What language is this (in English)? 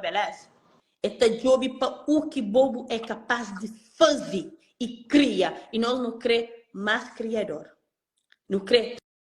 Kabuverdianu